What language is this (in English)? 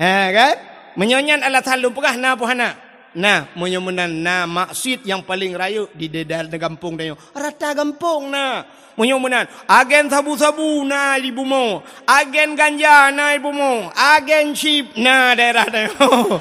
Achinese